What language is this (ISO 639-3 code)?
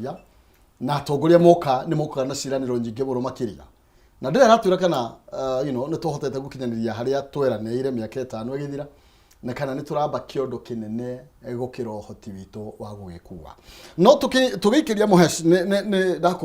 kik